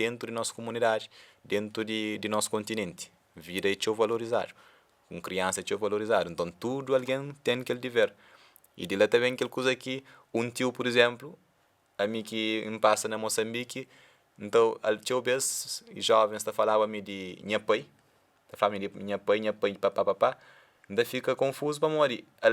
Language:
Kabuverdianu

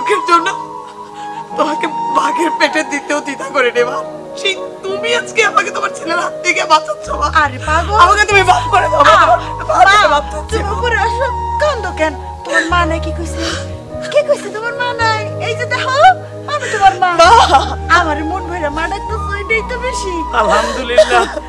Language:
Bangla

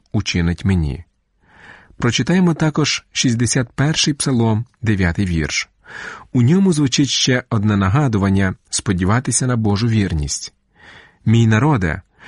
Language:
Ukrainian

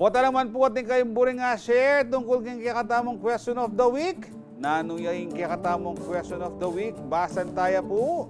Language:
Pampanga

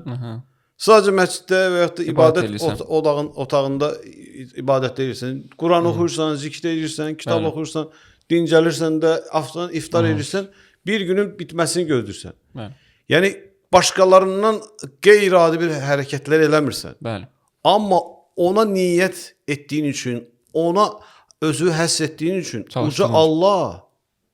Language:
Azerbaijani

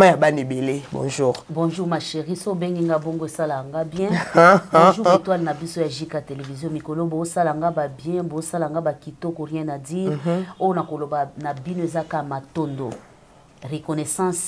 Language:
Lingala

